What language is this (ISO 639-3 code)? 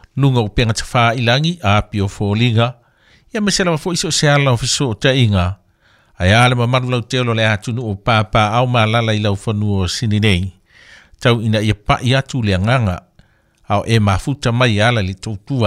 smo